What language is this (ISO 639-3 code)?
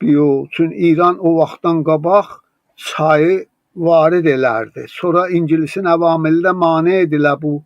azb